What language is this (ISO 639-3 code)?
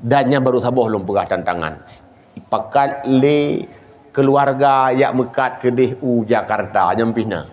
ace